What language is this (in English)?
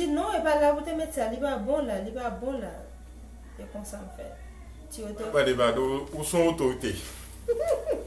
Haitian Creole